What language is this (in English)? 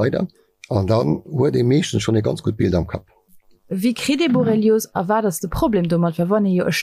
Luxembourgish